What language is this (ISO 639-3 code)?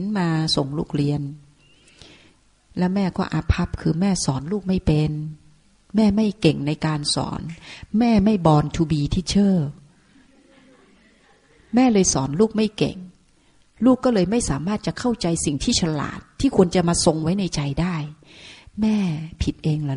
tha